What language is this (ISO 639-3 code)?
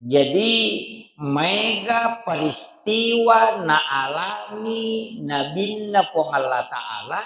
bug